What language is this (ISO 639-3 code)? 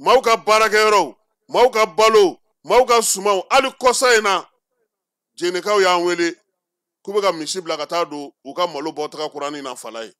bam